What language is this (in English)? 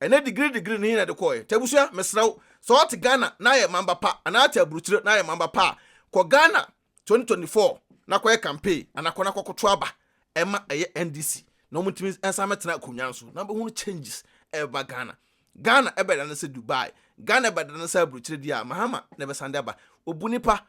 Akan